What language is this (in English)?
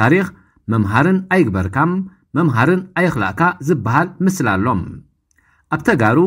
Tigrinya